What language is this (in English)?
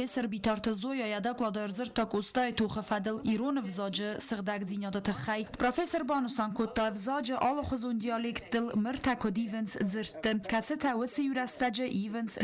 Ossetic